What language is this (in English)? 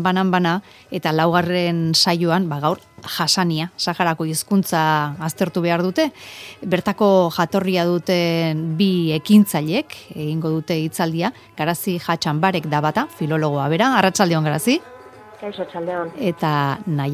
Basque